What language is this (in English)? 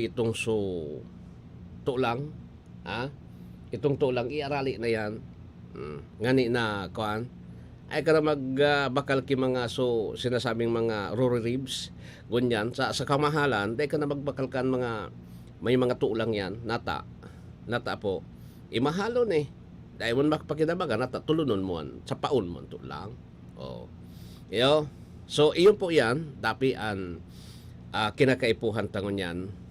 Bikol